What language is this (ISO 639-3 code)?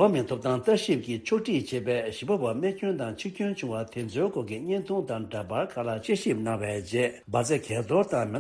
bod